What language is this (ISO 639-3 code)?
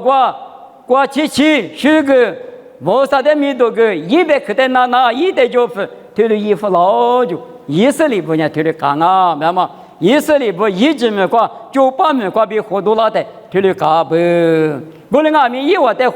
lis